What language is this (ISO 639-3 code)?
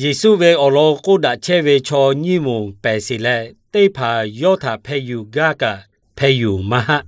lhu